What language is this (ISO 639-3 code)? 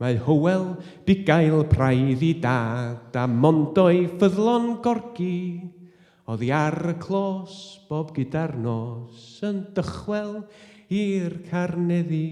cym